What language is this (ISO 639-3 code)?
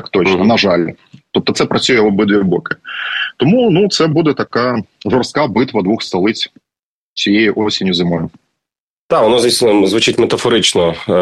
ukr